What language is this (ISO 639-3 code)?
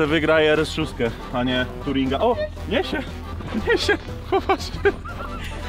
pol